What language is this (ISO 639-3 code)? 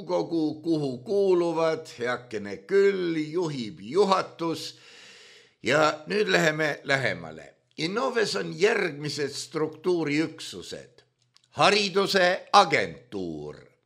est